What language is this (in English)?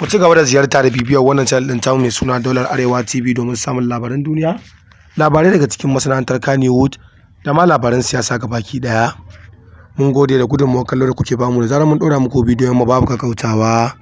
Hausa